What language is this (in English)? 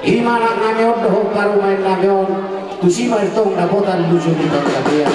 Batak Toba